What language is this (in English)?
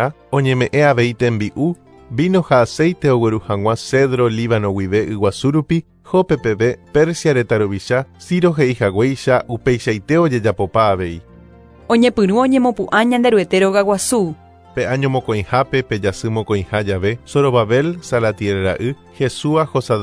Guarani